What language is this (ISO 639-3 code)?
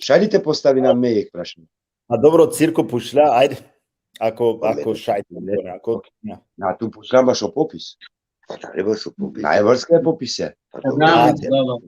rmn